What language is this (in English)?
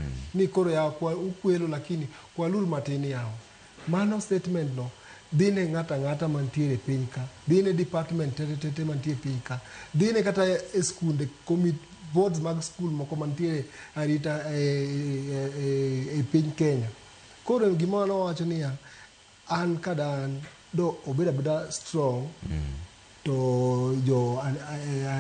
Luo (Kenya and Tanzania)